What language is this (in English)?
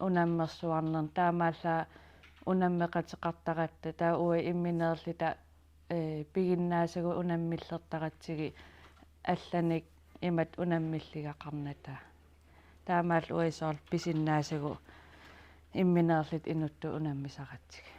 Kalaallisut